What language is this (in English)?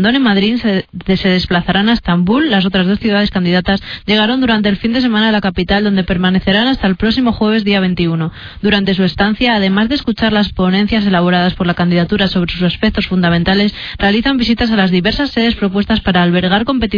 Spanish